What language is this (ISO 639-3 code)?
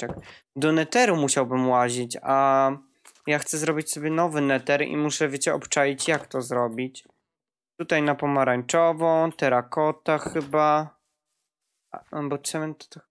pol